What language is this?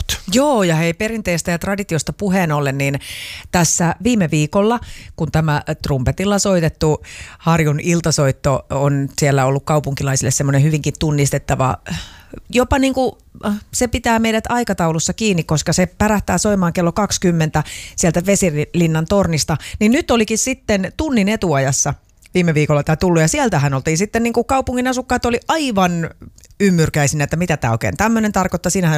Finnish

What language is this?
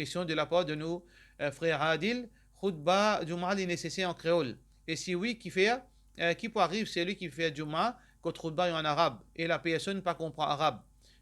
Morisyen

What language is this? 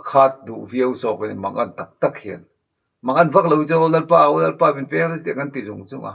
Mizo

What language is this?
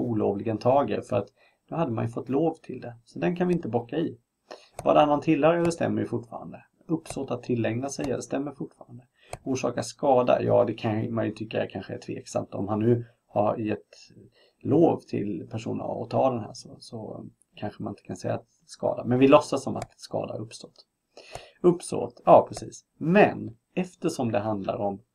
Swedish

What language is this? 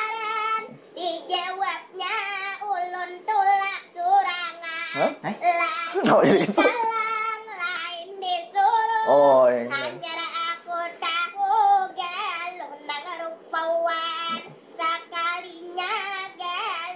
Banjar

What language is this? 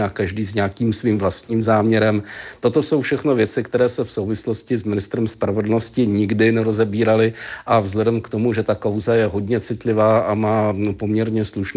Czech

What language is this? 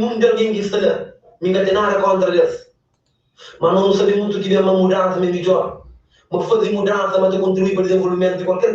Kabuverdianu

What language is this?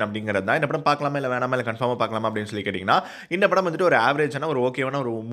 Tamil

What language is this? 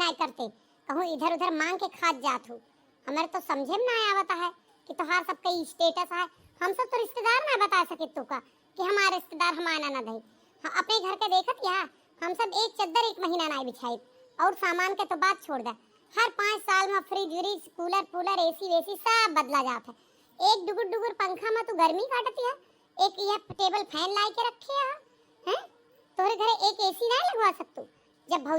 Awadhi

